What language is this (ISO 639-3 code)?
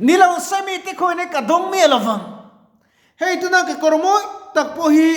lus